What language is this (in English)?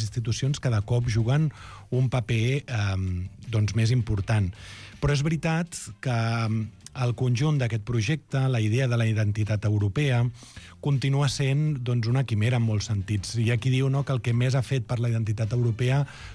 Catalan